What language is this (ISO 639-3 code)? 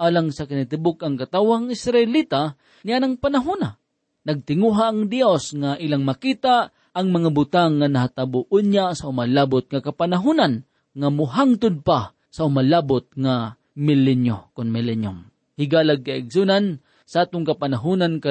ceb